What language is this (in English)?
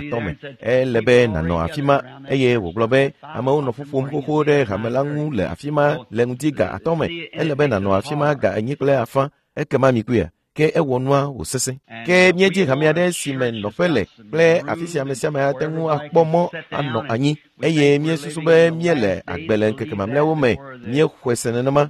Ewe